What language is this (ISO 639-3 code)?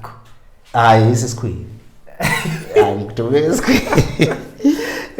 zul